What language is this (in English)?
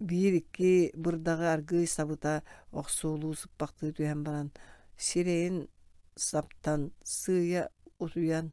Yakut